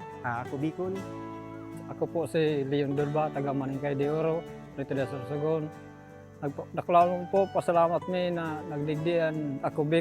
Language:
Bikol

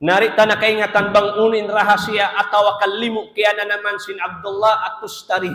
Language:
Tausug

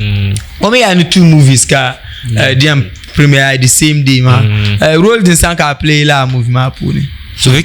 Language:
Dagbani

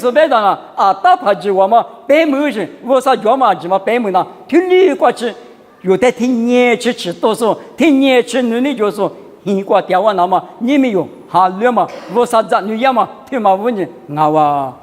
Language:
Lisu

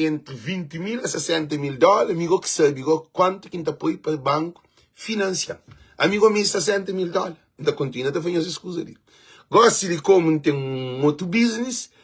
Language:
Kabuverdianu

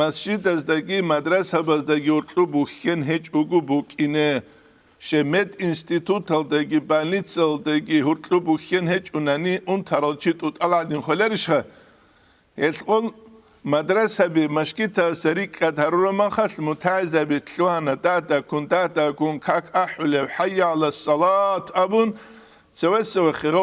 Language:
Avaric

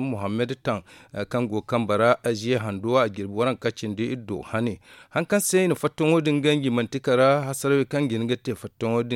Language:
Zarma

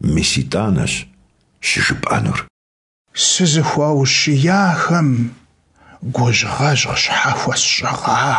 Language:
Kabardian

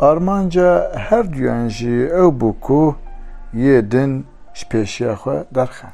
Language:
Kurdish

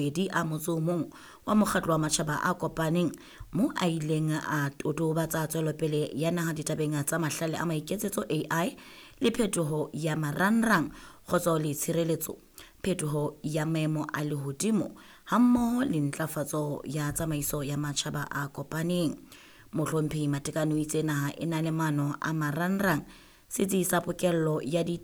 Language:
Southern Sotho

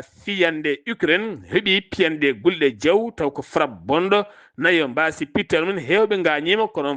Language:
Fula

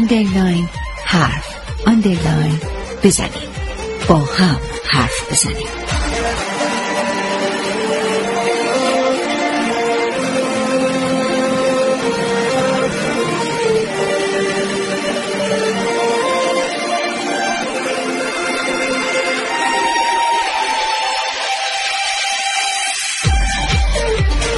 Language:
Persian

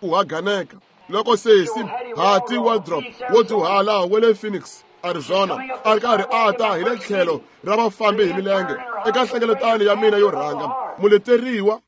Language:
Tsonga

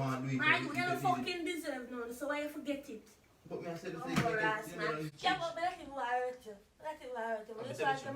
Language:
Jamaican Creole English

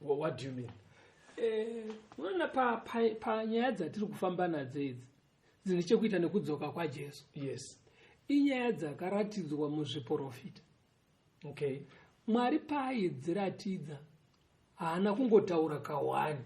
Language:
Shona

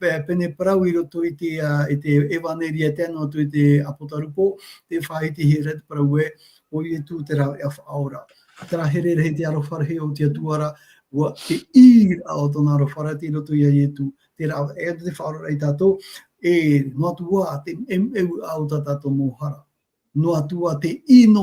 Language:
Tahitian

